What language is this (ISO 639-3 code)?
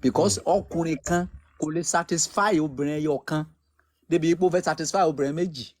yor